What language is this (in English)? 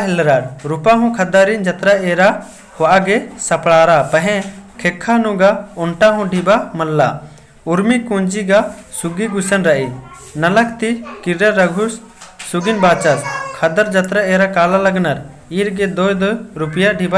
Kurukh